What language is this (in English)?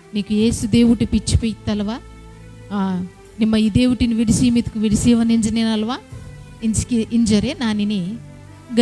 Koya